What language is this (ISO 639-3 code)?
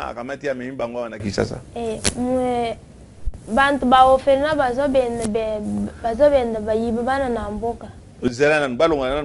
lin